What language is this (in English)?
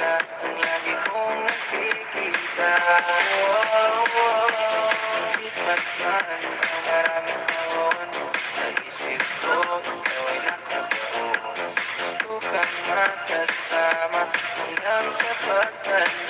Filipino